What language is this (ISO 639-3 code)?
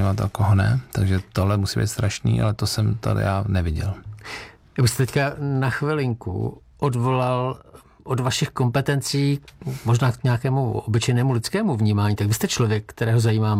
ces